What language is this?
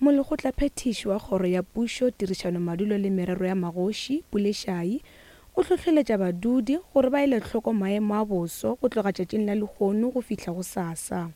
Northern Sotho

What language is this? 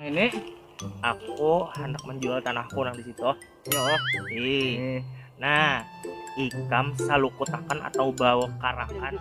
Banjar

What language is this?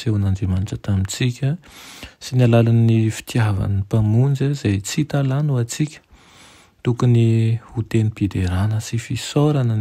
Malagasy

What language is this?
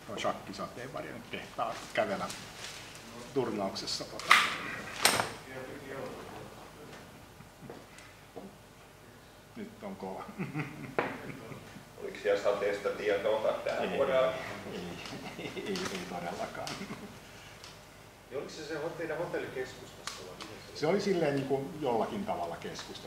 Finnish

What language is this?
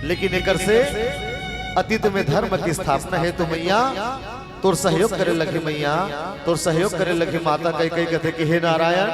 Chhattisgarhi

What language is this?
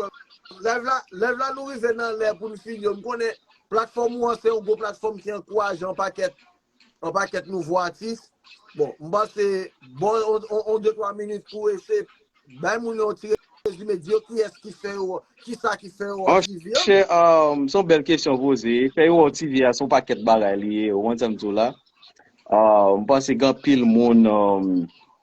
Haitian Creole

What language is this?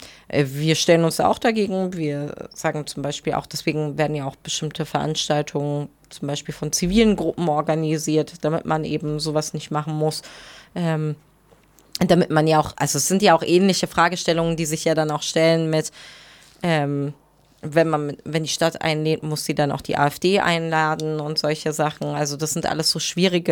German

